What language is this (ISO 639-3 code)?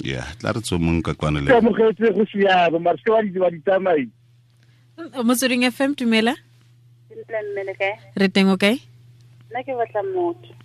tsn